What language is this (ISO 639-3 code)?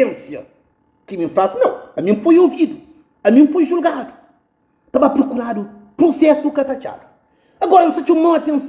kea